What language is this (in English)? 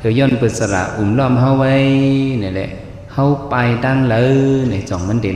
Shan